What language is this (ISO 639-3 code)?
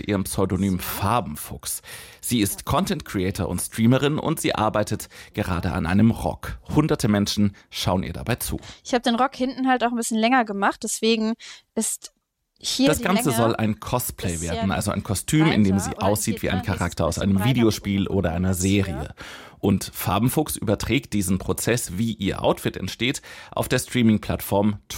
deu